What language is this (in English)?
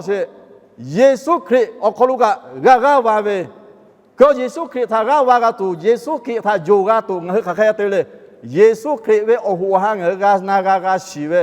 Lahu